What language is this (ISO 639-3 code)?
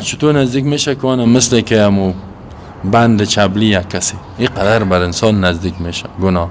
fas